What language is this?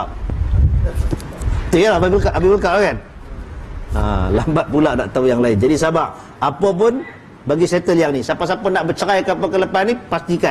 Malay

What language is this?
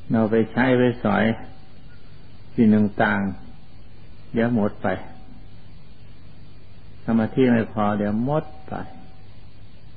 Thai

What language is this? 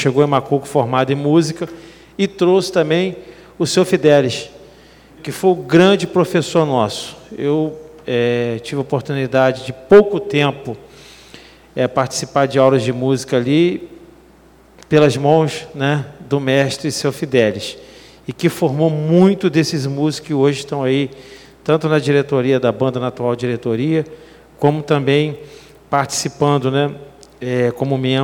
Portuguese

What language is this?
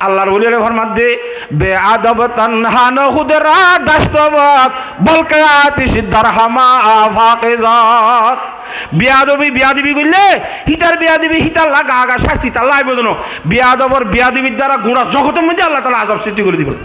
Rohingya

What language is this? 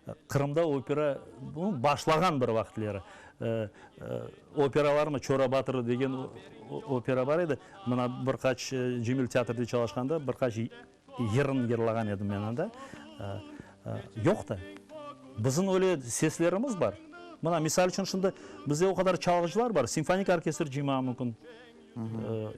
Crimean Tatar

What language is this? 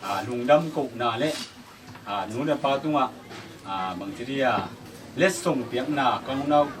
Tedim Chin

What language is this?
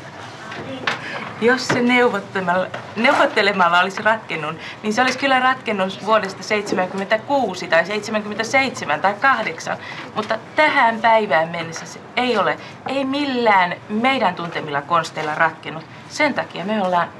Finnish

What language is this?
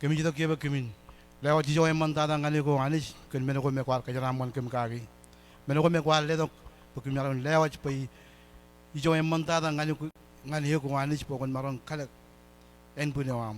Marshallese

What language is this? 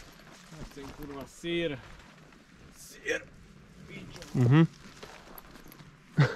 Slovak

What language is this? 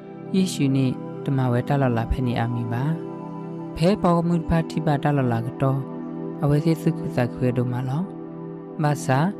S'gaw Karen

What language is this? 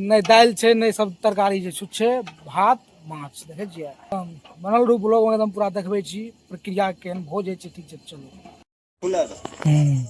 Maithili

